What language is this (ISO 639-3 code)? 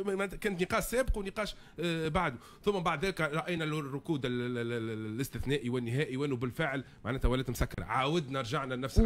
aeb